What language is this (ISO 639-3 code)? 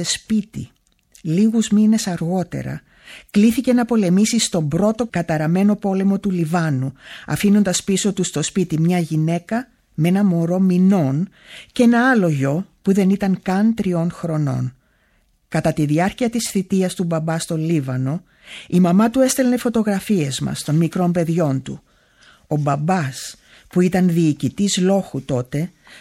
ell